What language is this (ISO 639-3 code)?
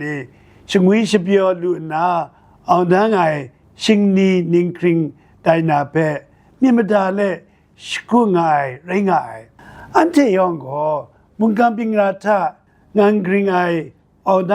kac